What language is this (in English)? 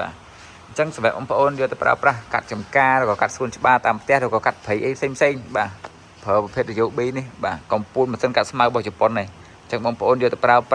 Khmer